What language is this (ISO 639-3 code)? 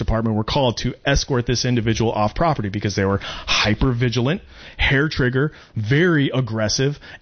eng